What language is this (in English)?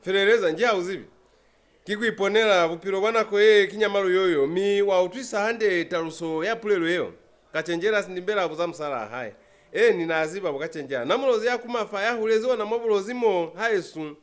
Lozi